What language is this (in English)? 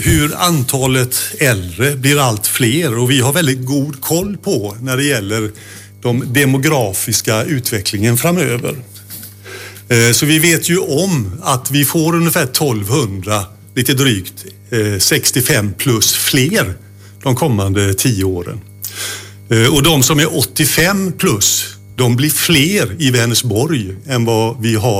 Swedish